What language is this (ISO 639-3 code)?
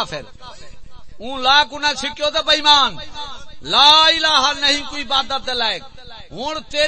skr